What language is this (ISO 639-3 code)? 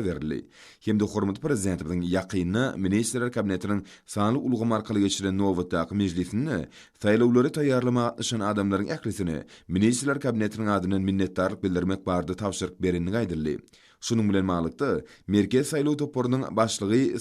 tuk